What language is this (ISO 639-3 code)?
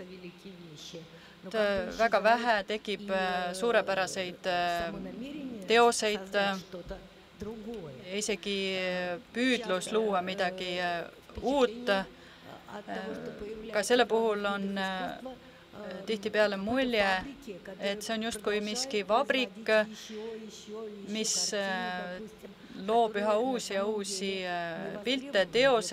est